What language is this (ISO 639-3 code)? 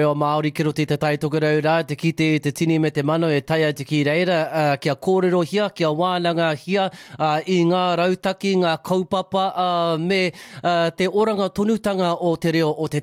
mri